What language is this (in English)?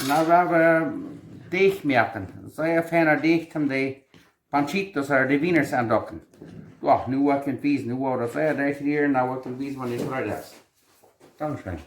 Plautdietsch